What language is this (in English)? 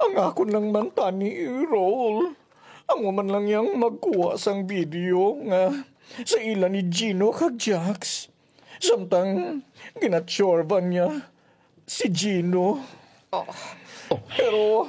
Hiligaynon